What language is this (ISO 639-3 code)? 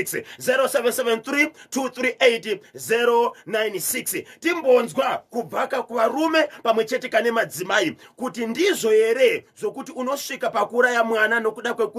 sna